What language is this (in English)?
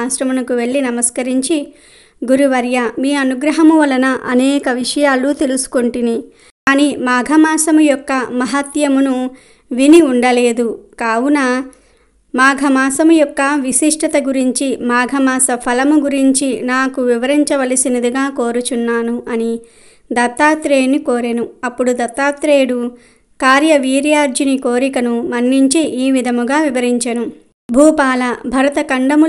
Telugu